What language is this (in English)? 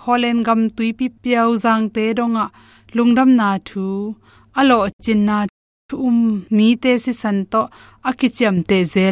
Tedim Chin